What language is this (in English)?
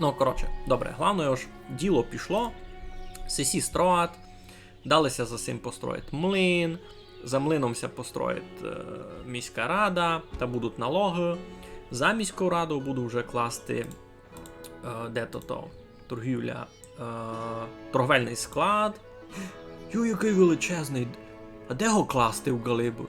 Rusyn